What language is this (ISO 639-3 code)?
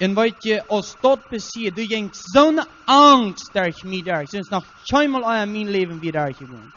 pdt